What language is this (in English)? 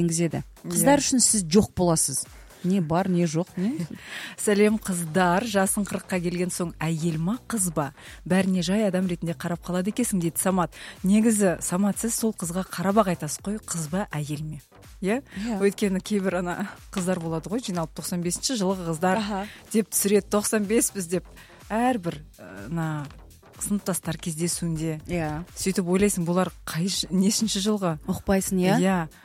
Kazakh